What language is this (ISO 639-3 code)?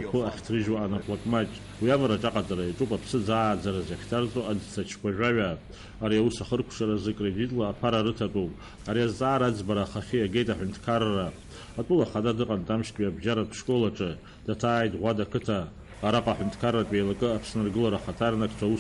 abk